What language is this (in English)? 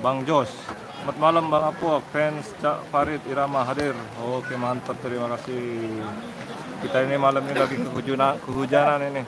Sasak